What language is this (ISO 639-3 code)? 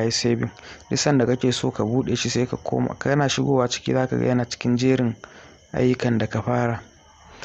hau